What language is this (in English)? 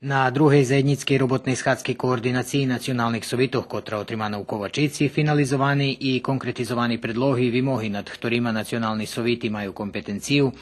Rusyn